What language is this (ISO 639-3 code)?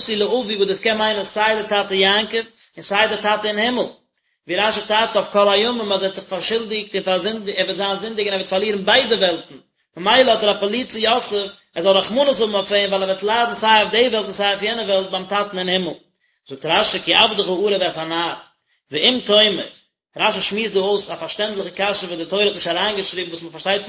yid